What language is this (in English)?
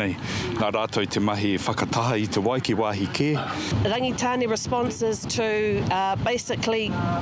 Māori